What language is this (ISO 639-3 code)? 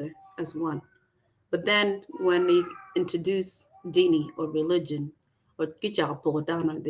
ach